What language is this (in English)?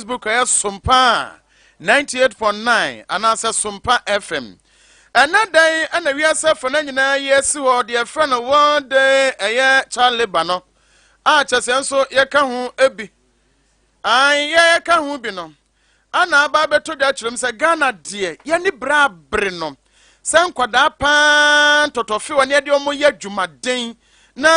Akan